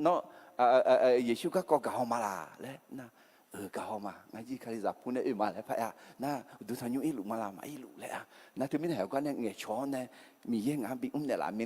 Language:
Akha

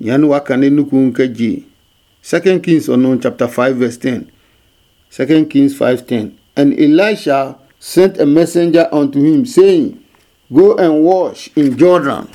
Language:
Adangme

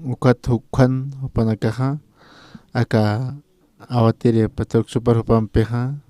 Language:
Aymara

